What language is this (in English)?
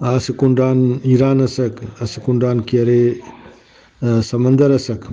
Brahui